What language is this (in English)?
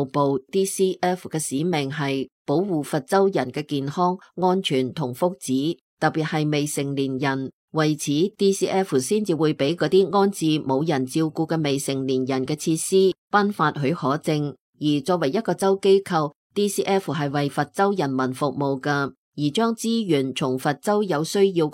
Cantonese